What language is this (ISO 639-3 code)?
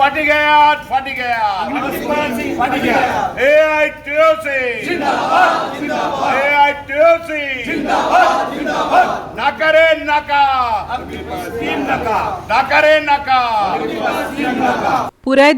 kok